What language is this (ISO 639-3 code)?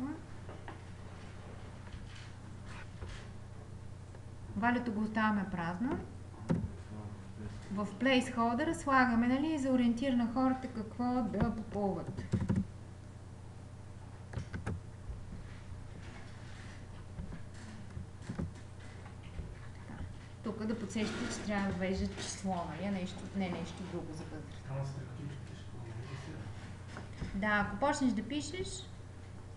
bul